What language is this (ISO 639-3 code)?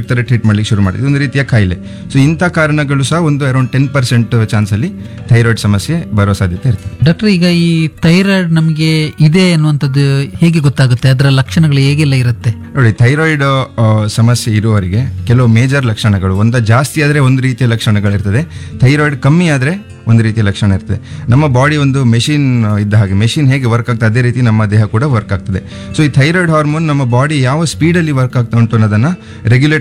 kan